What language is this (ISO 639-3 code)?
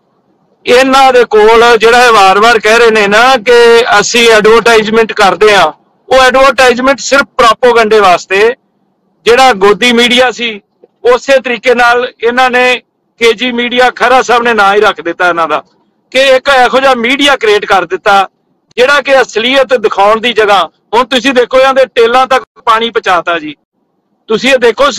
pan